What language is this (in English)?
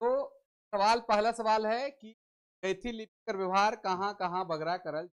Sadri